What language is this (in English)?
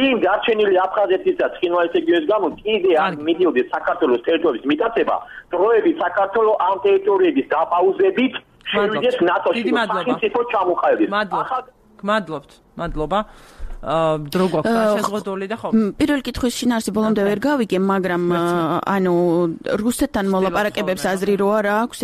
Georgian